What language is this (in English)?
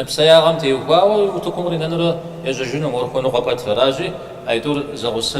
Kabardian